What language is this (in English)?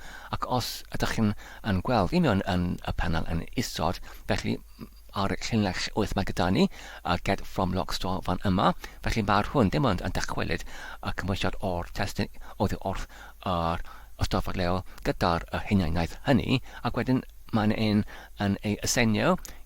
Welsh